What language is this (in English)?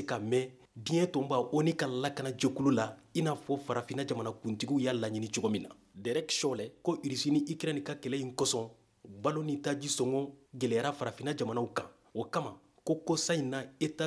Bambara